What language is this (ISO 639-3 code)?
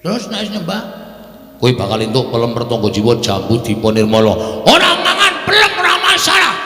jav